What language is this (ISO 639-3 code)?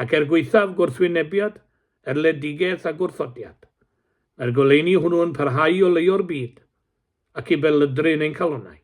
cym